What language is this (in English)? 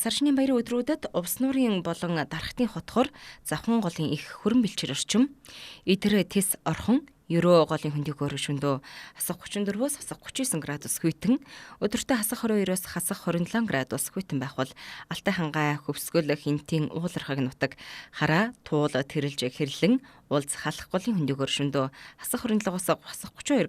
Mongolian